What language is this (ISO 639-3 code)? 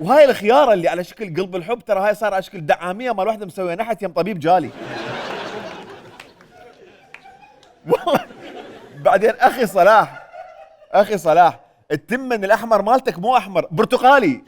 acm